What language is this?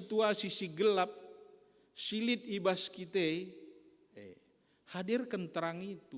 Batak Karo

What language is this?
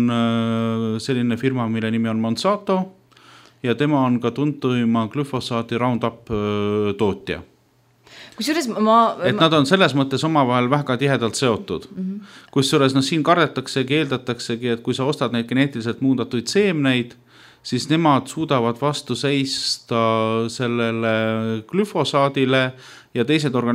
Estonian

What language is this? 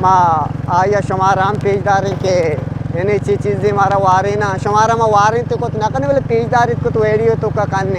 Eastern Balochi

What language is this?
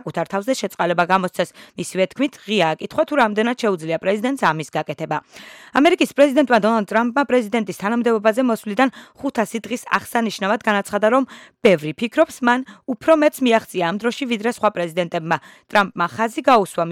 Georgian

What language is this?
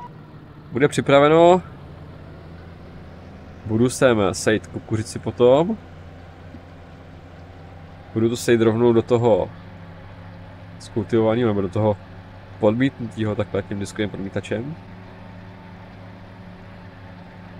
Czech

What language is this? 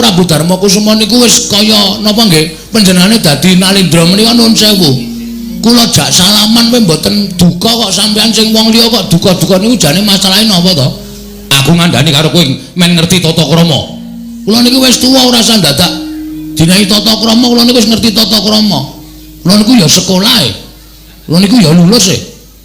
Javanese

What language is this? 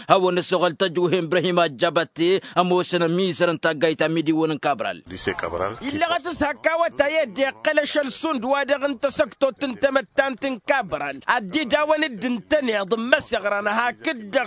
Tamasheq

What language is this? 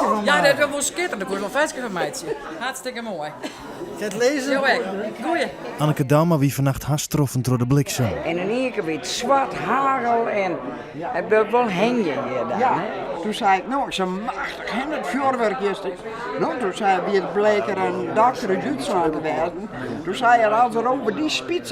Western Frisian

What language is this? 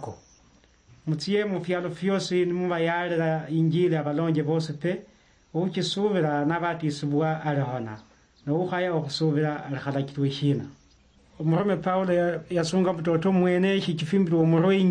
Luyia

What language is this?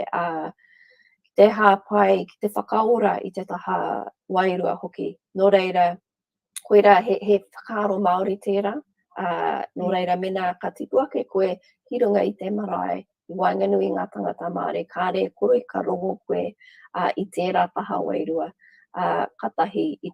Māori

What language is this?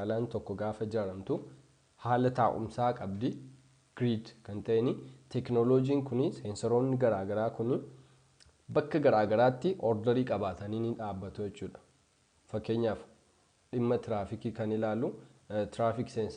Oromo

